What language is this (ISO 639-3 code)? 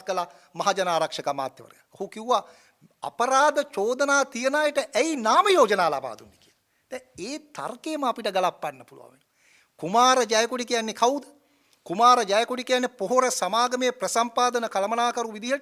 sin